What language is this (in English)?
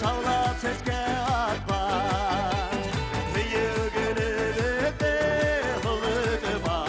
Bashkir